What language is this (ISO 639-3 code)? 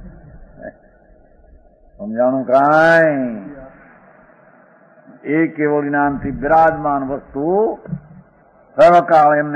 guj